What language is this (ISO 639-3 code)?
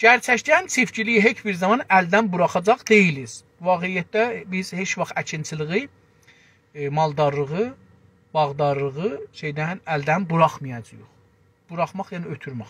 azb